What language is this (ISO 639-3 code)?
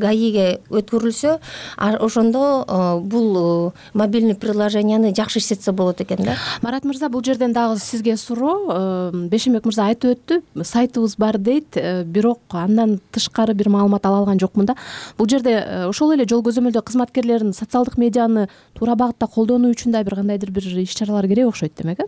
kir